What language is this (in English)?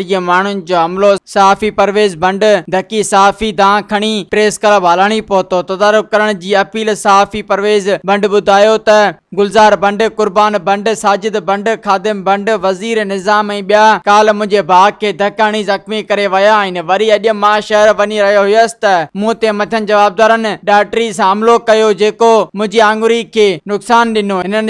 Sindhi